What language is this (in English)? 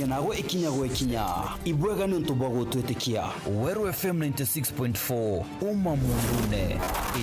Meru